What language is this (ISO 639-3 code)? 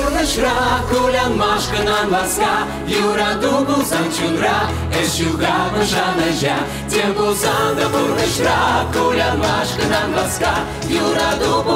chv